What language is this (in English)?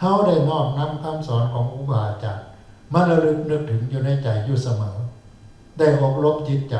Northeastern Thai